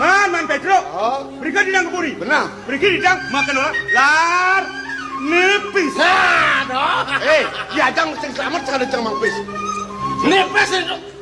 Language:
Balinese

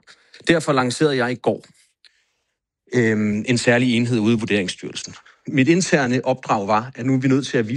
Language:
Danish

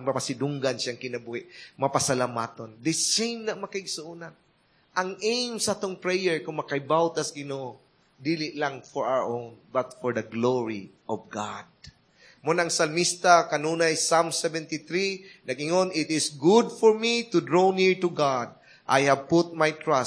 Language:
Cebuano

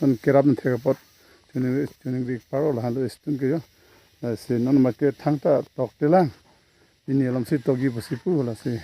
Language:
Karbi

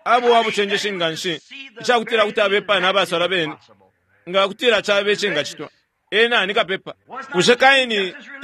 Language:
Bemba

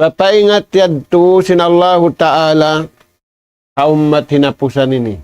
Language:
Tausug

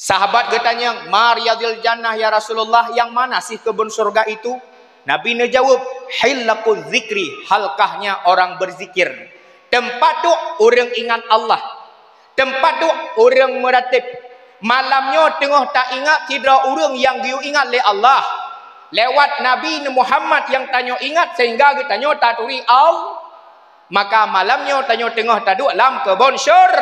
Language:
Achinese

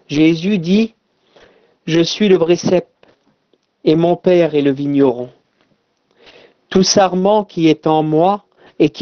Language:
French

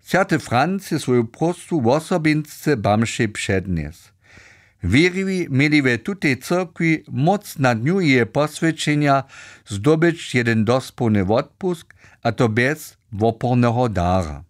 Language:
Upper Sorbian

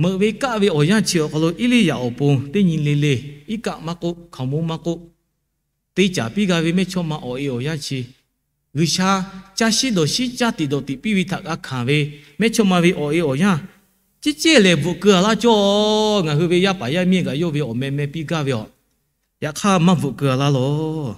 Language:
Lahu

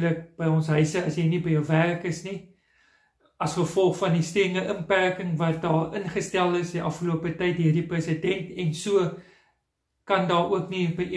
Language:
Afrikaans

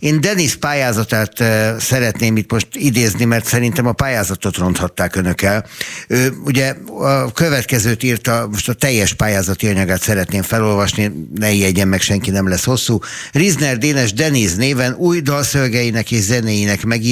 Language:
Hungarian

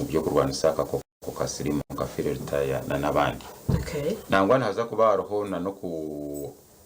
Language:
Nyankole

